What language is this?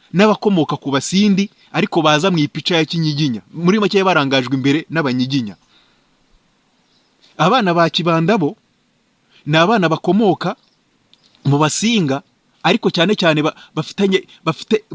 Kinyarwanda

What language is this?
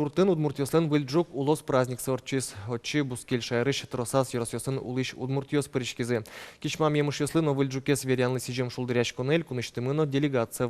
Udmurt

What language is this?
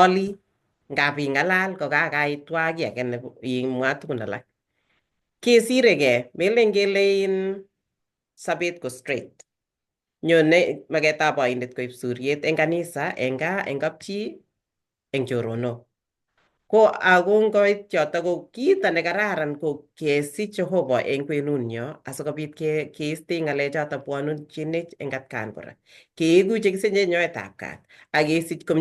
Kalenjin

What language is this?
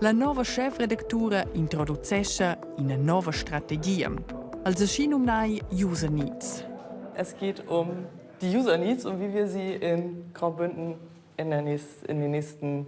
Romansh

